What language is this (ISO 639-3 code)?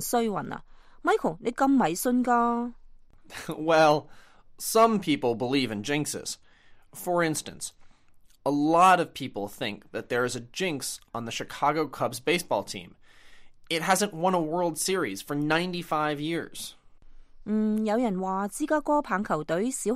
yue